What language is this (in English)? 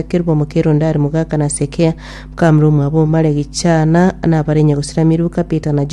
Gusii